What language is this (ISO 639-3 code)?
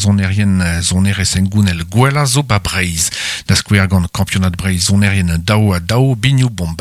bre